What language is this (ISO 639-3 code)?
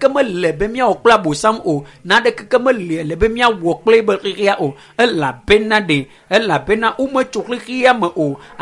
ewe